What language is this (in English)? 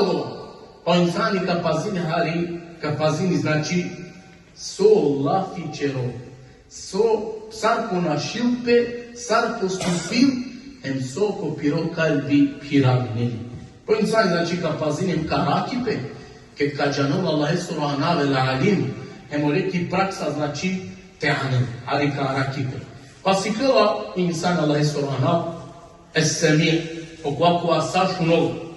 Balkan Romani